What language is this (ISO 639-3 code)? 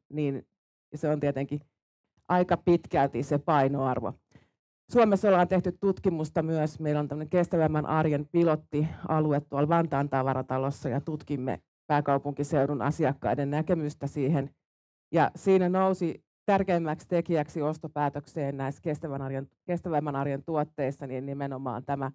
fin